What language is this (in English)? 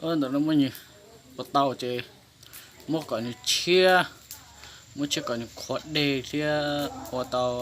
Hmong